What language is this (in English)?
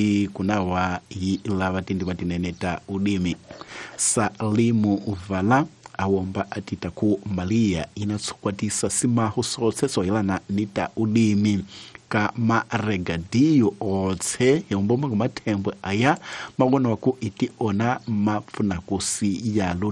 Tsonga